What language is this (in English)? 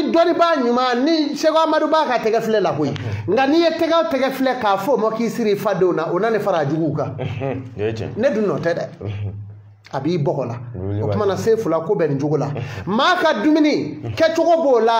Bambara